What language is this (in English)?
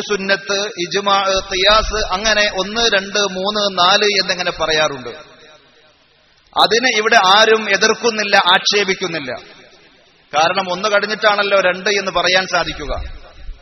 Malayalam